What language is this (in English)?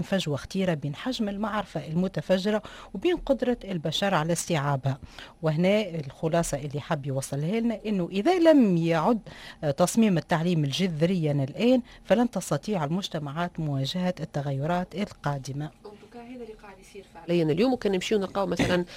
Tunisian Arabic